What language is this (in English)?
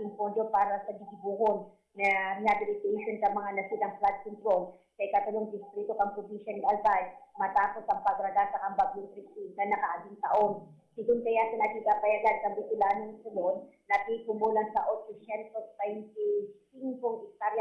Bikol